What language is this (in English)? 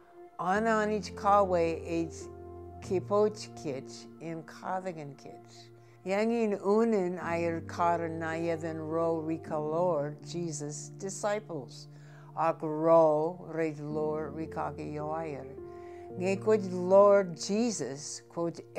Marshallese